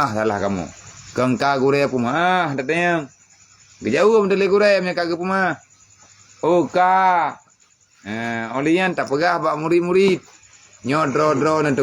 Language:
Achinese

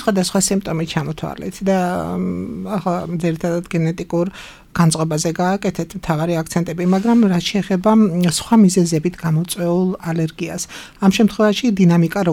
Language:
Georgian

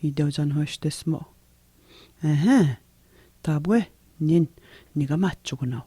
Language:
Atikamekw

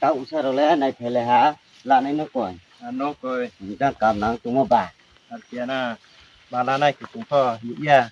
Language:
Riang (India)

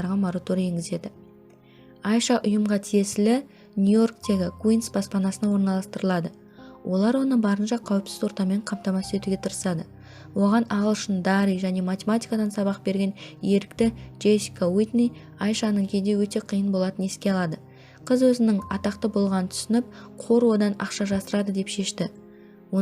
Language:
Kazakh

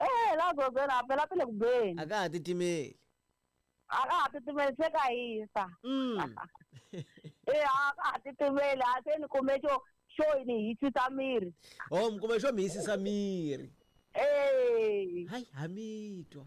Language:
Tsonga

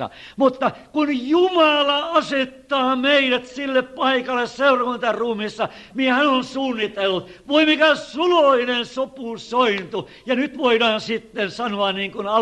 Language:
Finnish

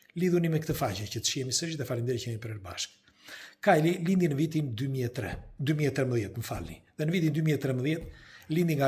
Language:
Albanian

